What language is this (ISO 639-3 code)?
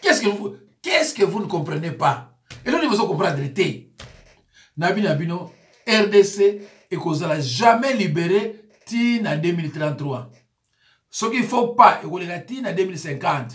lin